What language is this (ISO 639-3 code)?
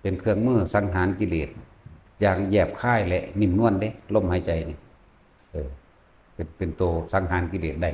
lao